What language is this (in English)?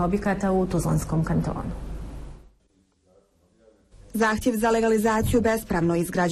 Bosnian